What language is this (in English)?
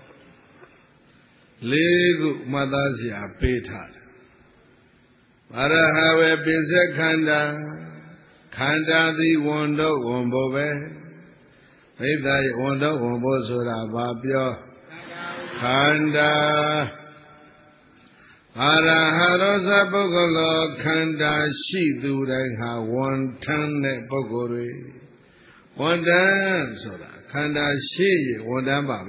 Burmese